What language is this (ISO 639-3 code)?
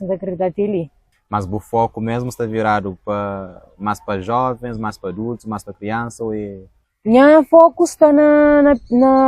kea